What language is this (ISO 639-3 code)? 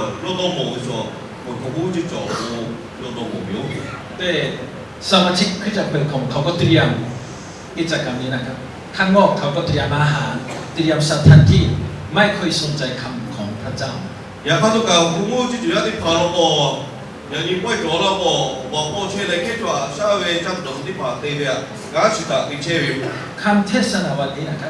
lhu